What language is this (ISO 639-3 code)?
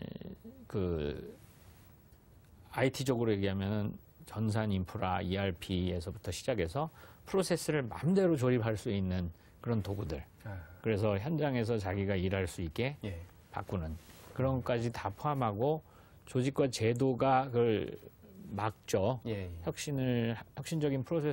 kor